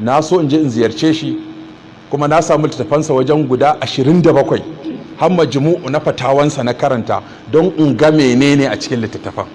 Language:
Hausa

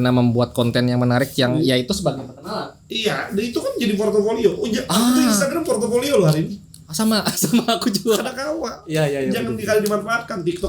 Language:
Banjar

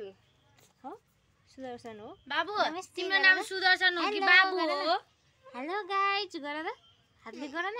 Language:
Nepali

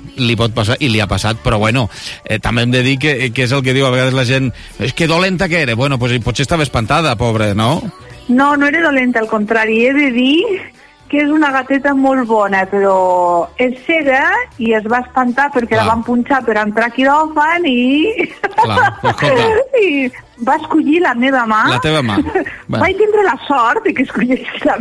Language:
Catalan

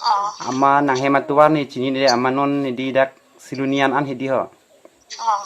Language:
Karbi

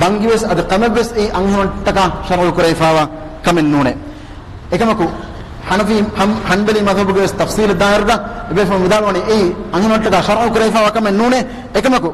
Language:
Divehi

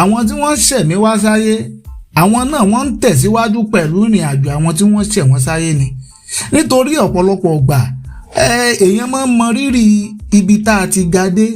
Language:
Yoruba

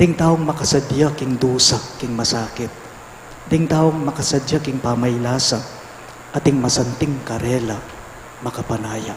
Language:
Pampanga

